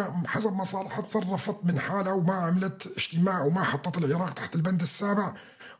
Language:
North Levantine Arabic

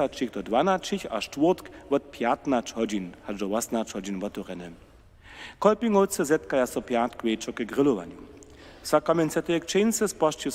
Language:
Upper Sorbian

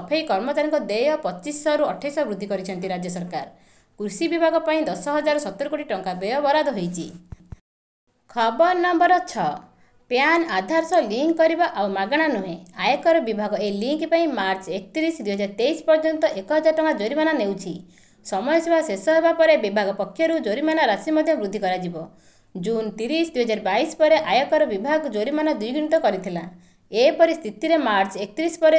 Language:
Odia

